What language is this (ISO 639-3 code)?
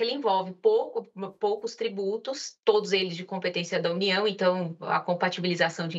por